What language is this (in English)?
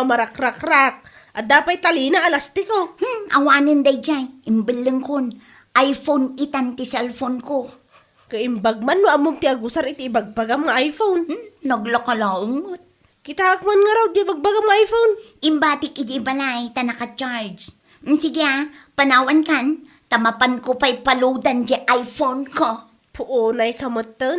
Iloko